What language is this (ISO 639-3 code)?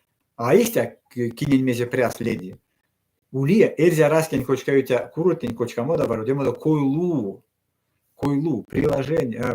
myv